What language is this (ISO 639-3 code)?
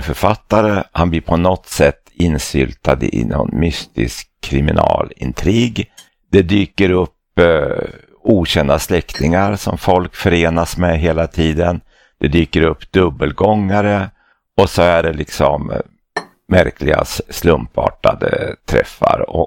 swe